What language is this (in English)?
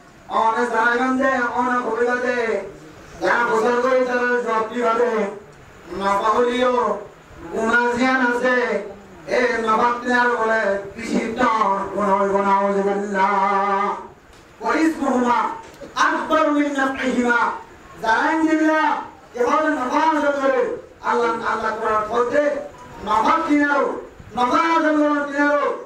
Rohingya